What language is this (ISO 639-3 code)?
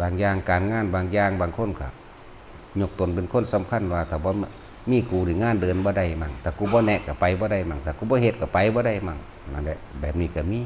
lao